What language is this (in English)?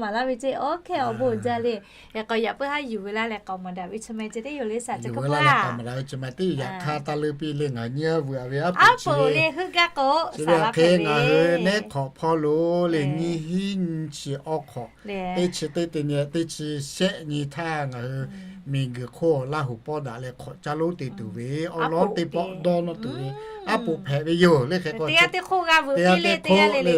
Lahu